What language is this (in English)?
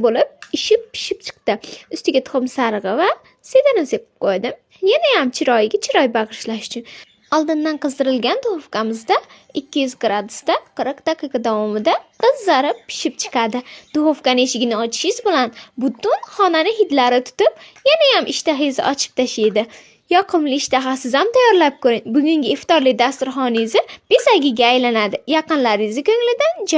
Uzbek